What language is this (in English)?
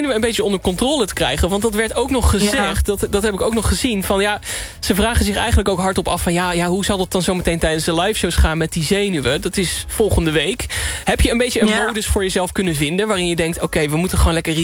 Dutch